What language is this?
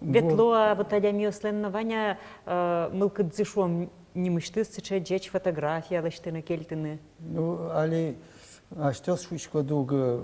Udmurt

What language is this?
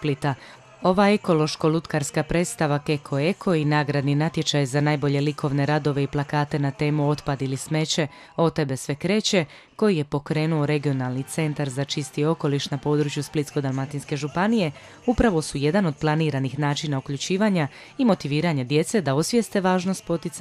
Croatian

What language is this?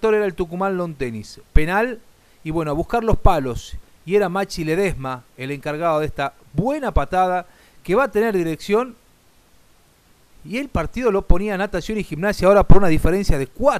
Spanish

